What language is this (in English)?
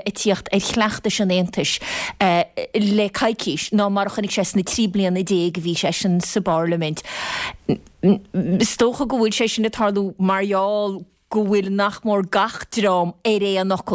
Irish